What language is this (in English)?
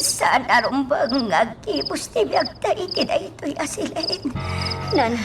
Iloko